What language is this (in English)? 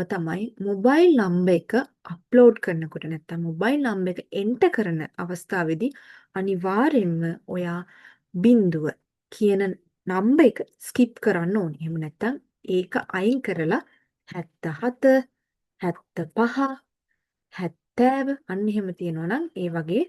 Sinhala